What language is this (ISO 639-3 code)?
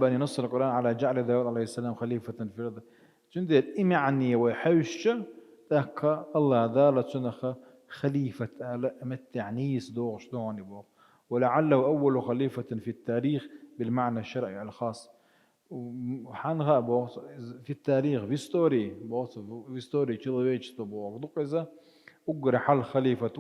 che